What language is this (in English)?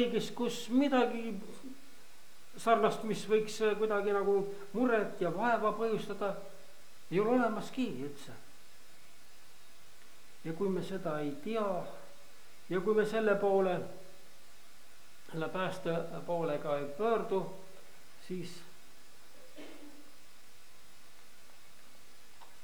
Estonian